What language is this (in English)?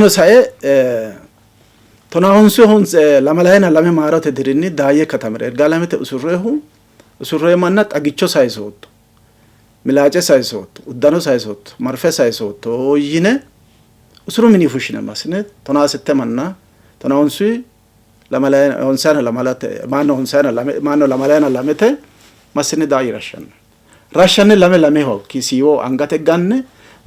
Sidamo